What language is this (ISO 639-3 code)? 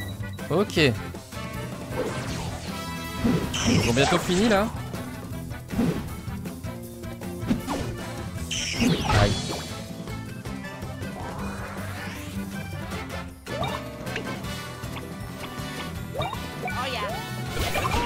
fra